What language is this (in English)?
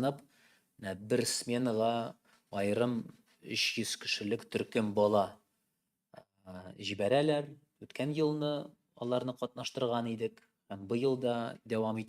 Tatar